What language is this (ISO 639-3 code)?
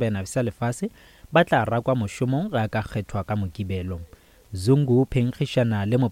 nso